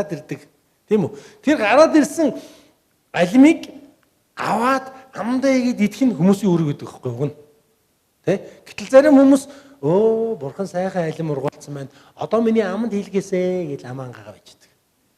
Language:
Mongolian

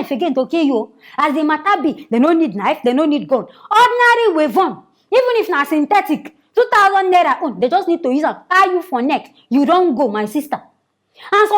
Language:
Nigerian Pidgin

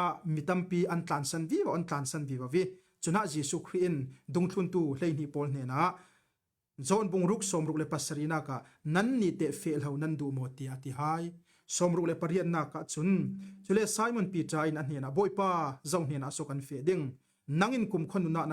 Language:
Falam Chin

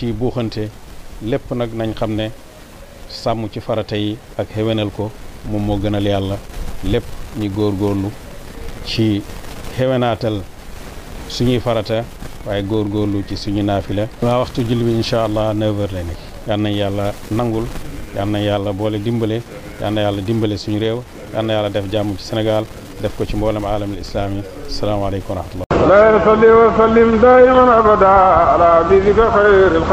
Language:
Wolof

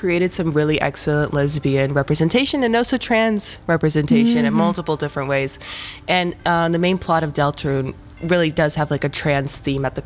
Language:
English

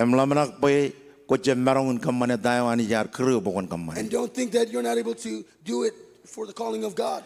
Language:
Marshallese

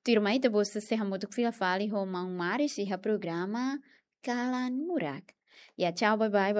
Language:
Tetum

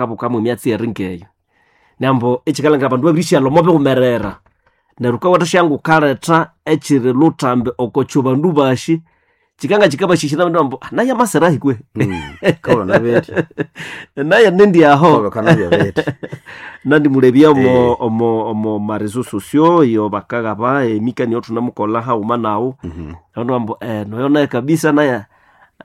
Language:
Nande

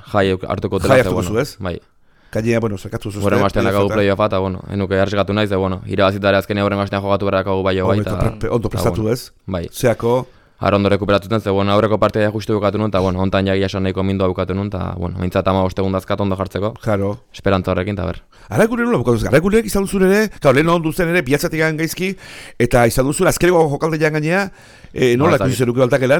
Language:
Basque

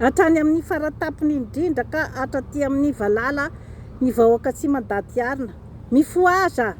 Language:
Malagasy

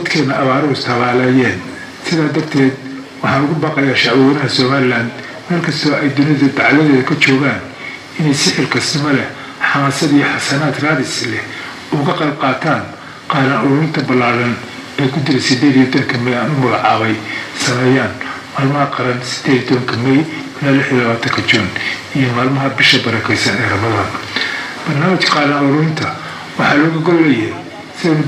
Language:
Somali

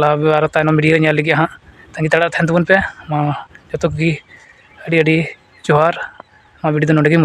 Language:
Santali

